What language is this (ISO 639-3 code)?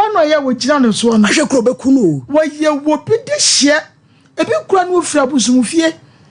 aka